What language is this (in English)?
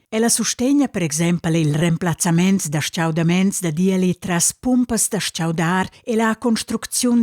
Romansh